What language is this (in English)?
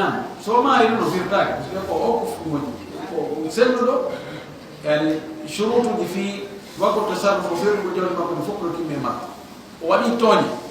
Fula